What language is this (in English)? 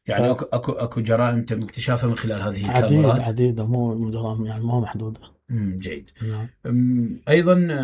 Mesopotamian Arabic